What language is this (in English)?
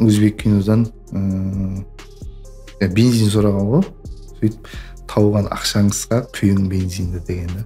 Kara-Kalpak